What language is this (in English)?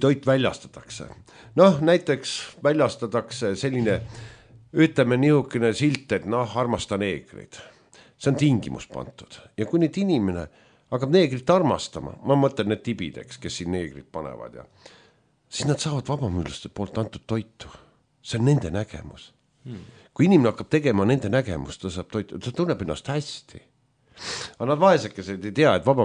Estonian